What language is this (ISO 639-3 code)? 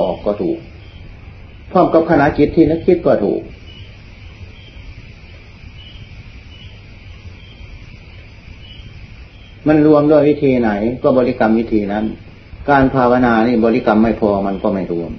tha